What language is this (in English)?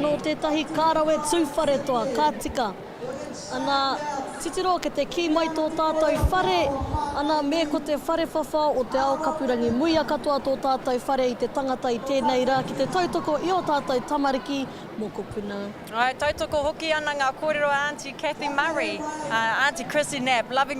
Māori